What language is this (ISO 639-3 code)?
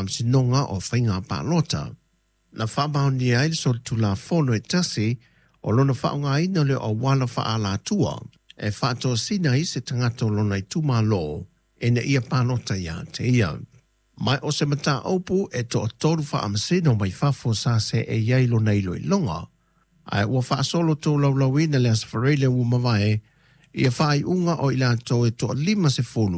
smo